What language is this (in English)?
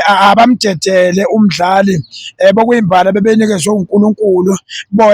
Zulu